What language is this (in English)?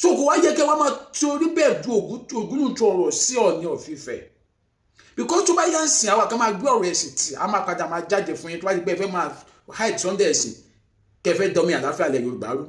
Yoruba